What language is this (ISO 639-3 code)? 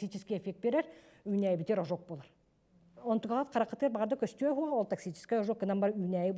sah